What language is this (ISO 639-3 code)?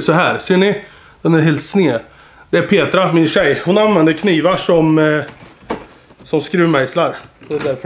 swe